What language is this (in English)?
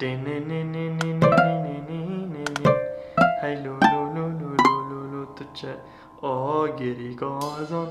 Kurdish